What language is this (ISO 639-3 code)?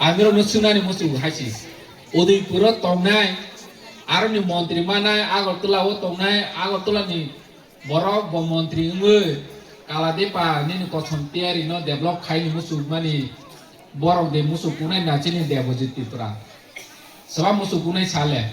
trp